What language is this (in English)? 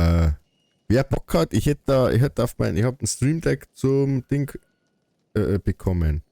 Bavarian